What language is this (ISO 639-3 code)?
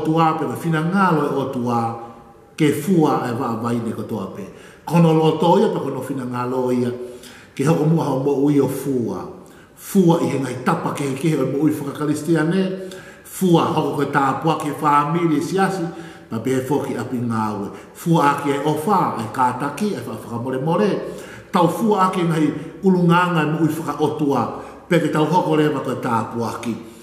ton